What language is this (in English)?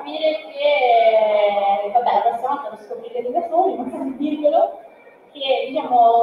Italian